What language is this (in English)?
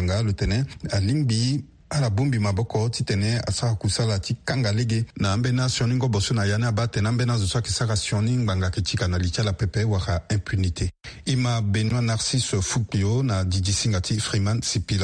Sango